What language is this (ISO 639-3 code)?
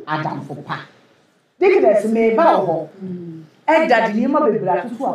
aka